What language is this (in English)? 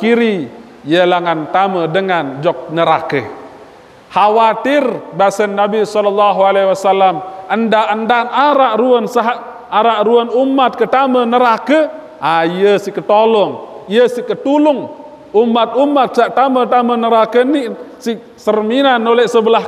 Sasak